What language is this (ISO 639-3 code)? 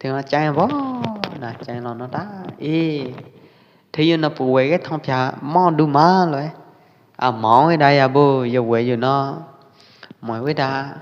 kjp